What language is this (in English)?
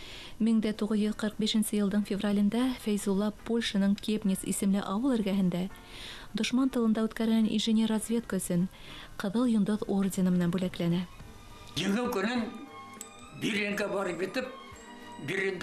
Bashkir